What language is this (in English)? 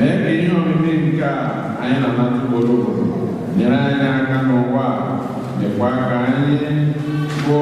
Igbo